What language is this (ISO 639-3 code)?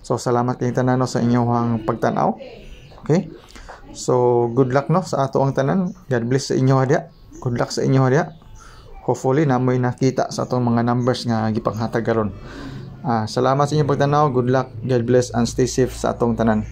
ceb